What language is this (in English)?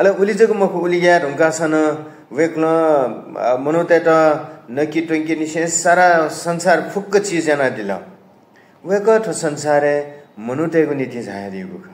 Newari